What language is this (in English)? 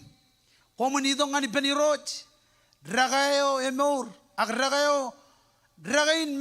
Marshallese